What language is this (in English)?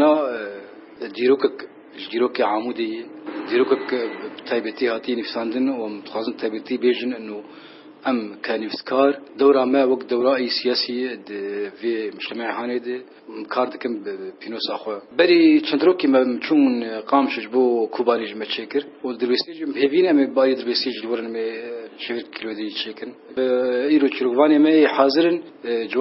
Kurdish